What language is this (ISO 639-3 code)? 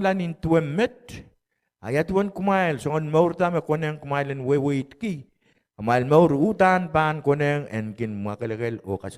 pon